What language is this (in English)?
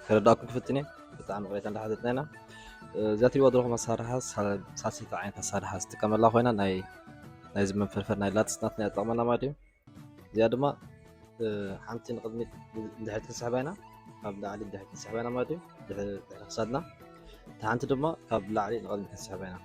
Tigrinya